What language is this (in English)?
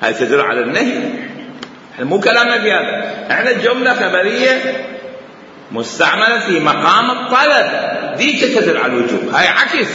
Mesopotamian Arabic